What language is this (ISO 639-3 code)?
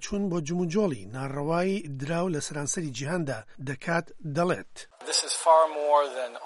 ckb